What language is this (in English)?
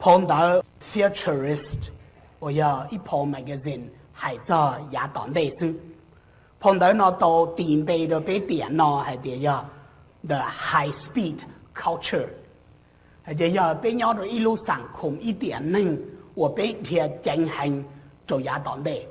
Hmong